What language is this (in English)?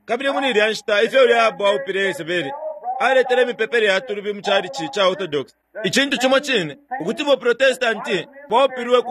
Bemba